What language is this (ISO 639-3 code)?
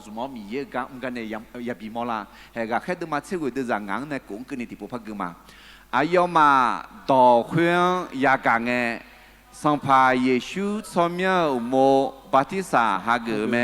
ahk